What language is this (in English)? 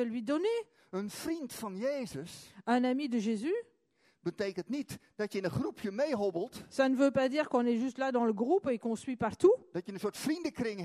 Dutch